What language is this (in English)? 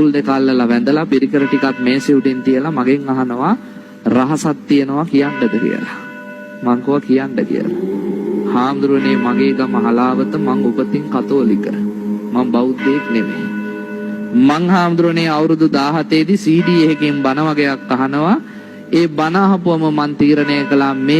Sinhala